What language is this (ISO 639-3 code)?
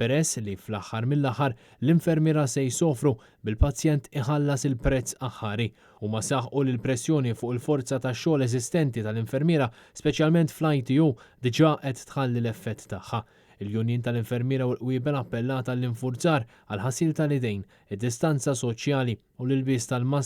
mlt